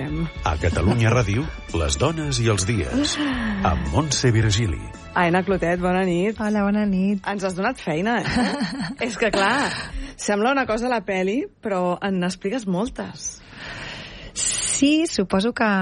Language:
Catalan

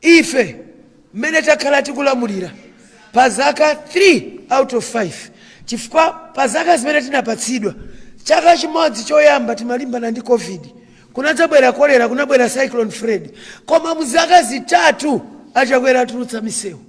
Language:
Nyanja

